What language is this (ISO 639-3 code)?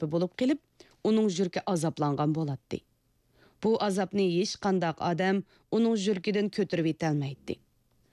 uig